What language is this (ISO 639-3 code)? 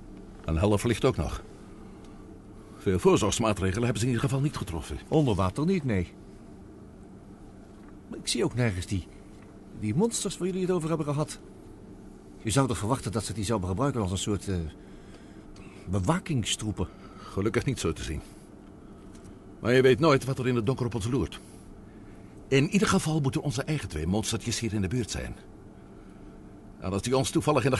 nld